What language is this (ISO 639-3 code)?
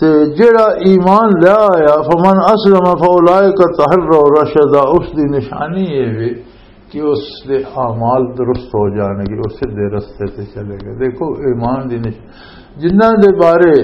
lah